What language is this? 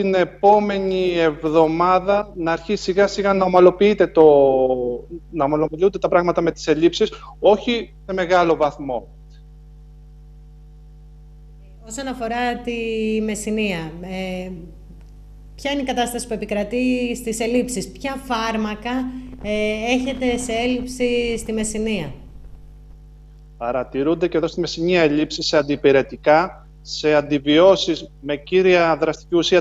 Greek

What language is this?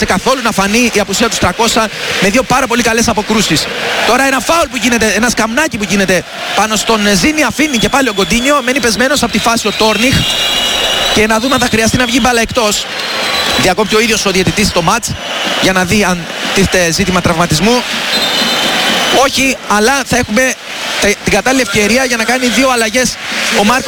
Greek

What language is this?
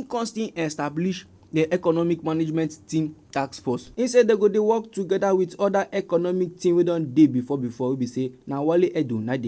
Nigerian Pidgin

